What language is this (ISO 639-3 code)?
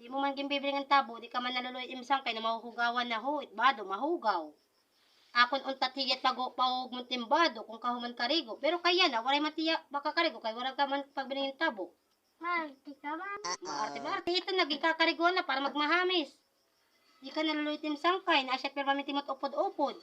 war